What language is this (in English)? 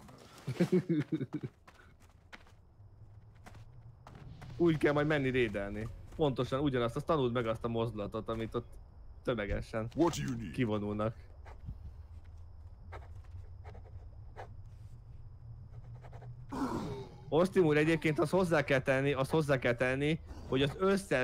Hungarian